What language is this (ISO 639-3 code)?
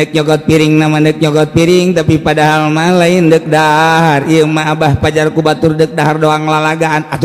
sun